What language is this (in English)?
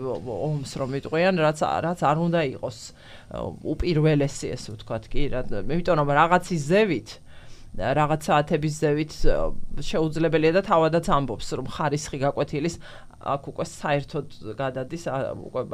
Georgian